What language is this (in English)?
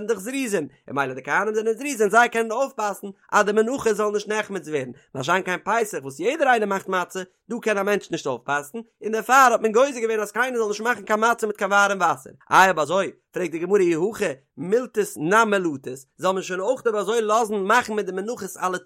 Yiddish